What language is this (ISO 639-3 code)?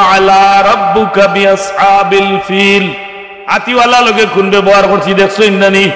syl